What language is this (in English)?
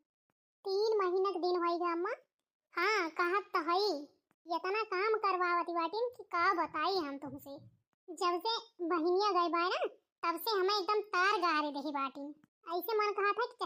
Awadhi